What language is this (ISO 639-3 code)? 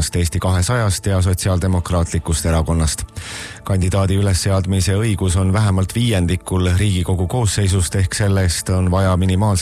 est